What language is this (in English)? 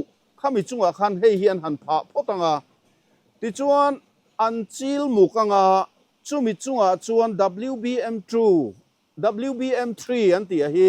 Mizo